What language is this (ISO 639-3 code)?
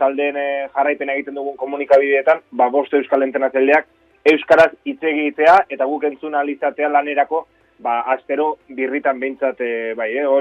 eus